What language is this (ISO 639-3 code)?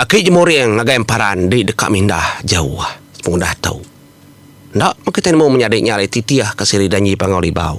iba